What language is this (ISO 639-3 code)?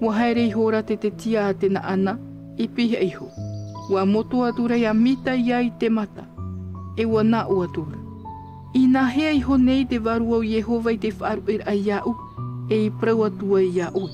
tah